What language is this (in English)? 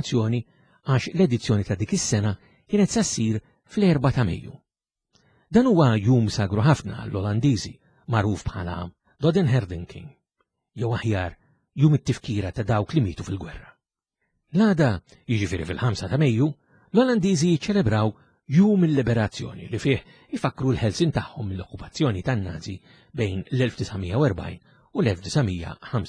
Maltese